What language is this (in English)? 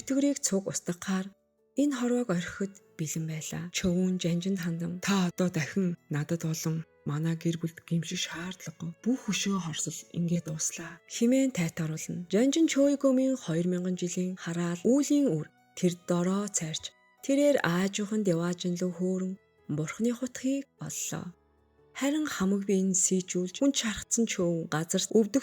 Mongolian